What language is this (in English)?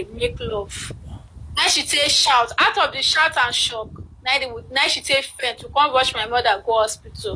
Nigerian Pidgin